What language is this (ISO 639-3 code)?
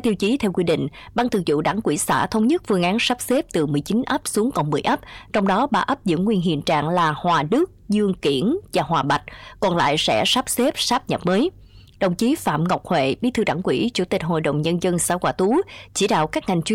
vie